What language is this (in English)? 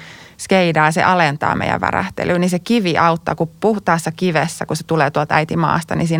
Finnish